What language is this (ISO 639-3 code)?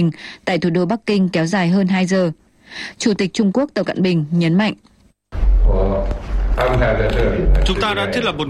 vie